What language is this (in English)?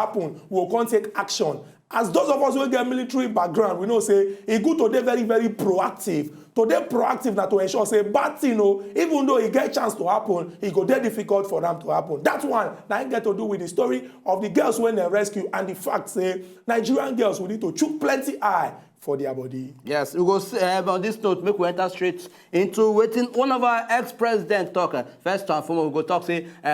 Nigerian Pidgin